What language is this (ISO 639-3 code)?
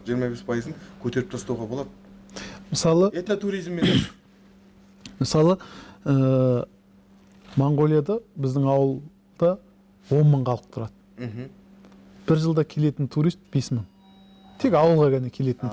kaz